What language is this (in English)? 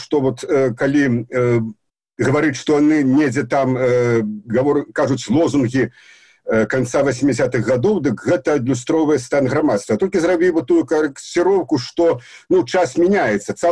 Belarusian